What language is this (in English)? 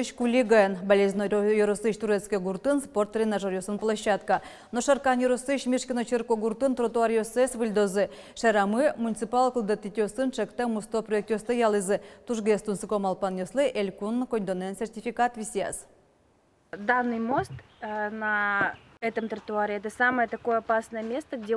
Udmurt